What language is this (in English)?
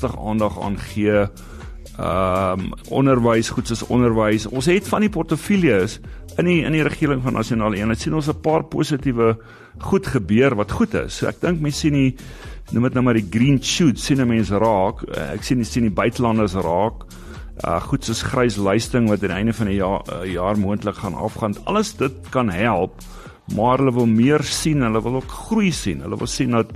Afrikaans